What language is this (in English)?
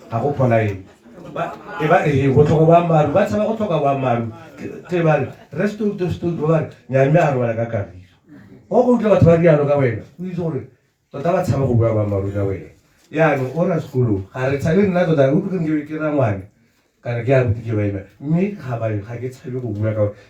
Tswana